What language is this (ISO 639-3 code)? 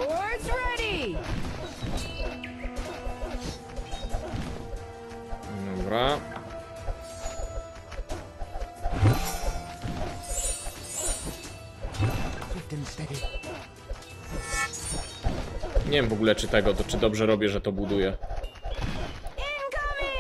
pol